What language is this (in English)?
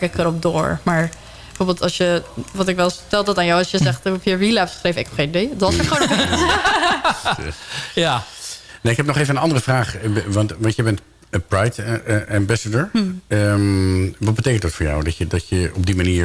Dutch